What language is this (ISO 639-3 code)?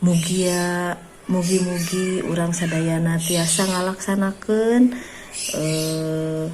sun